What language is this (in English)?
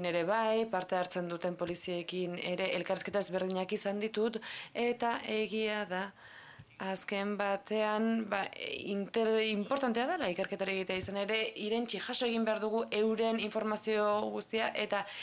Basque